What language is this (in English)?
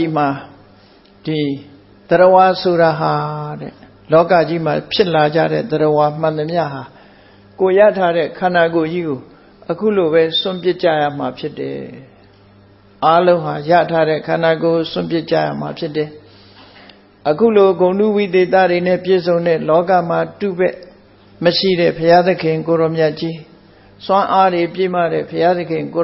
Burmese